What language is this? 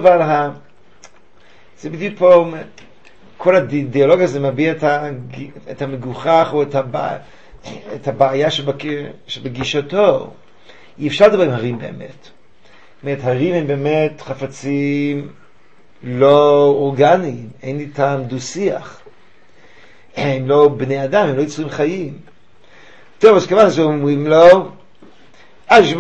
Hebrew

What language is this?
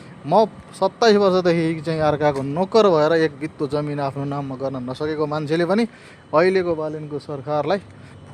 Nepali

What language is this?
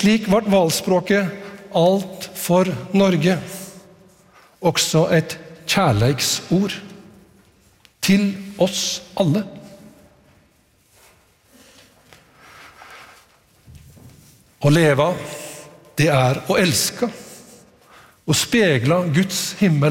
Norwegian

